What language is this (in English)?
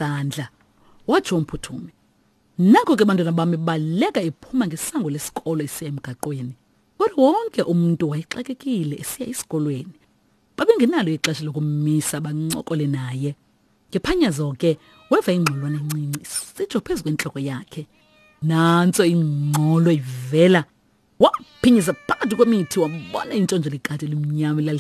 Xhosa